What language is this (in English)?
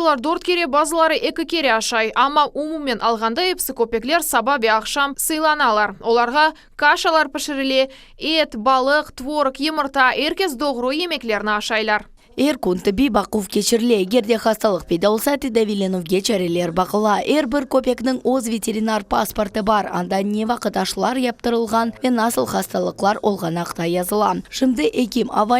Crimean Tatar